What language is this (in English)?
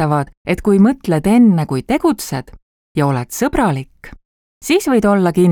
Estonian